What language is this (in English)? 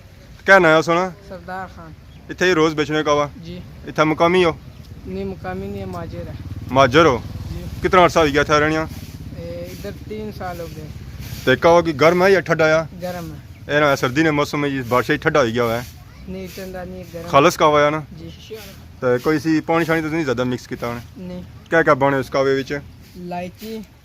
Pahari-Potwari